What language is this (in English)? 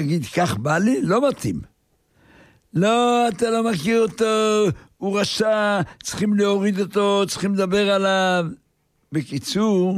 Hebrew